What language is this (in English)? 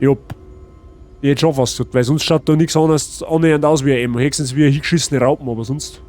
Bavarian